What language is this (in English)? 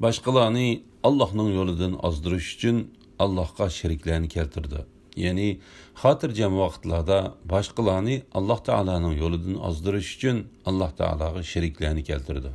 Uyghur